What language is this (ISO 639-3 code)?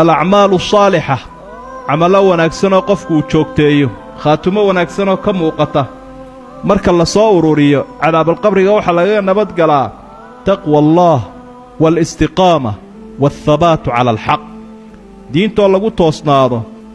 som